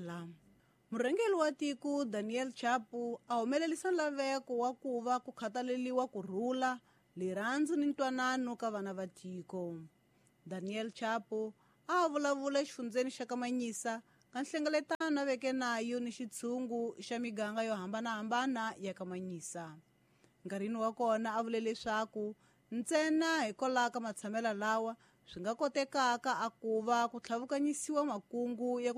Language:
Tsonga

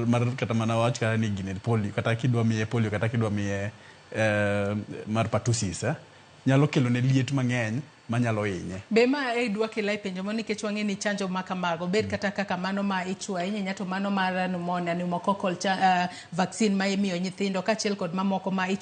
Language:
Luo (Kenya and Tanzania)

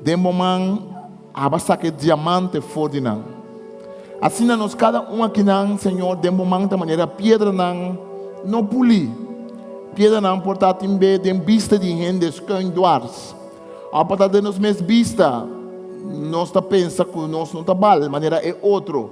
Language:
Papiamento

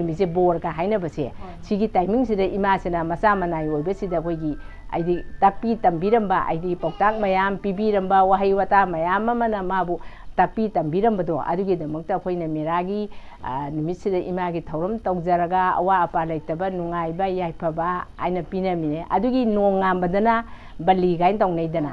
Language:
Manipuri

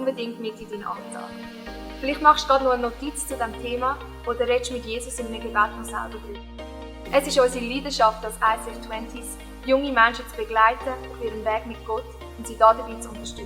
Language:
Swiss German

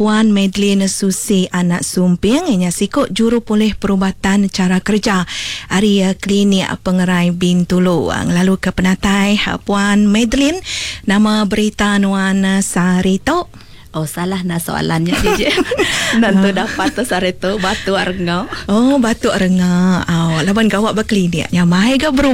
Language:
Iban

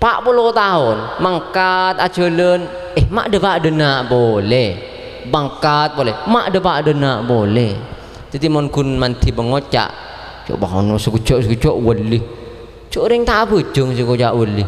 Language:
Madurese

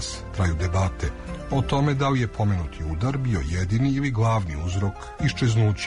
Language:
Serbian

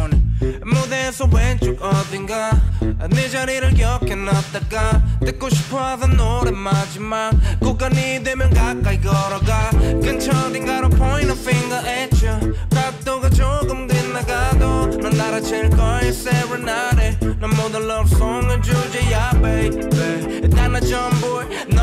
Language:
Korean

